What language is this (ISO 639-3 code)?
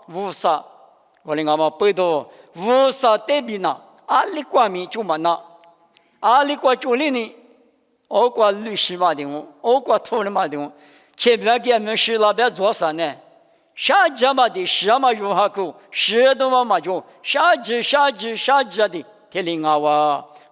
lis